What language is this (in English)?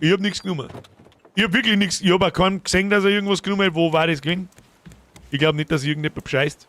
Bavarian